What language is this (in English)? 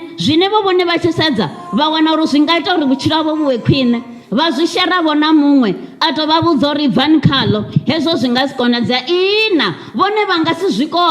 Venda